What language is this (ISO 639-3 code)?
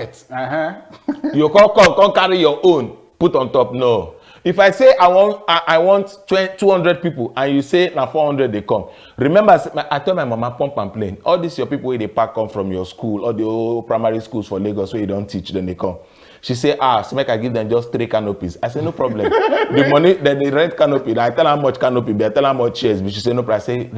pcm